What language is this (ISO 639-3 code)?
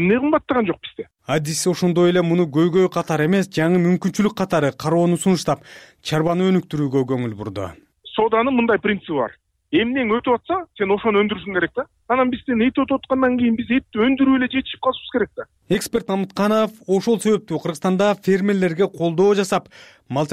kir